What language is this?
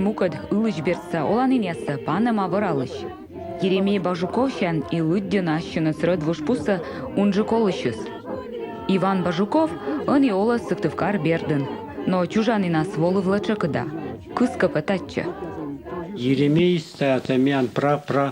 Komi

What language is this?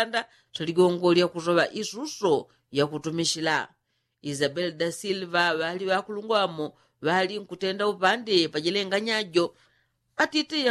Yao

